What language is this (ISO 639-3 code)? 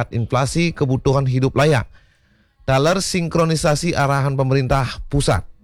ban